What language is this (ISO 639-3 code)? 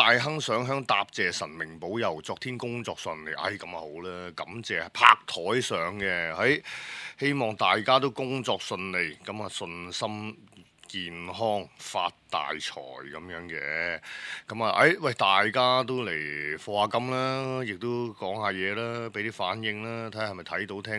yue